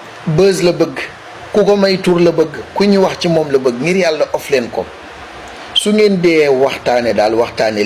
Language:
Wolof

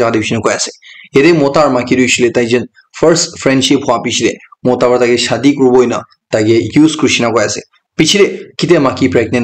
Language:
Naga Pidgin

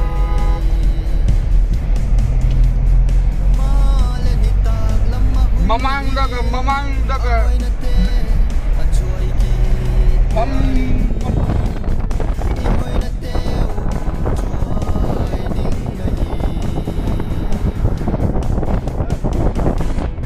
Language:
Malay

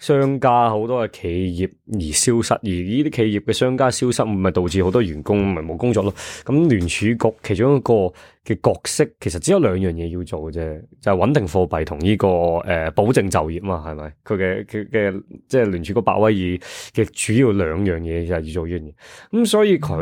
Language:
Cantonese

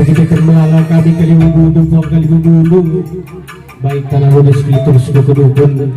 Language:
Batak Karo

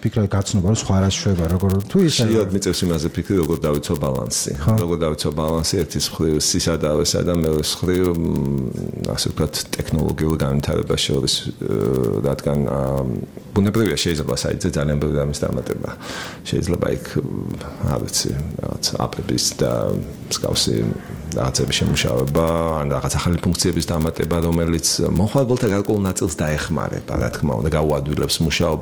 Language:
Georgian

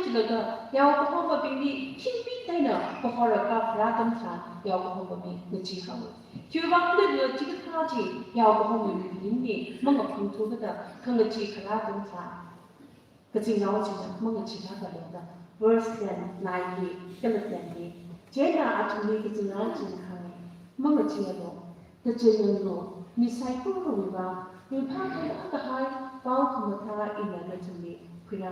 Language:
Tangkhul Naga (India)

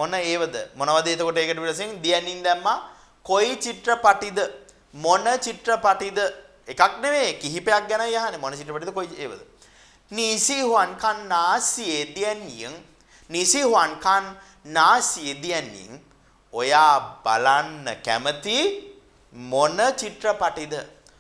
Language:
Sinhala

